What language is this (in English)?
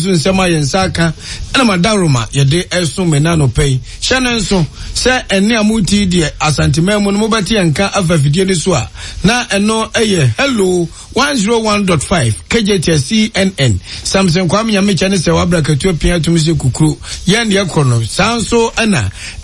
Akan